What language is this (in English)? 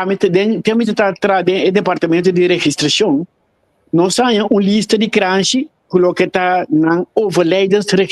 Papiamento